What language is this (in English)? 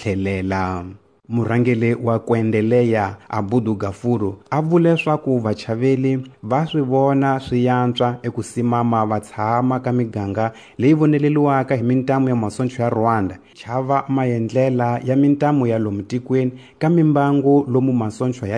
Tsonga